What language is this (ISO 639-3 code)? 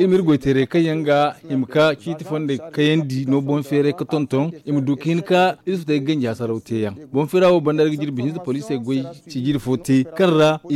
dje